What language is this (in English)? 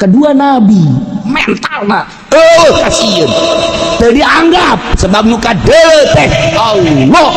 Sundanese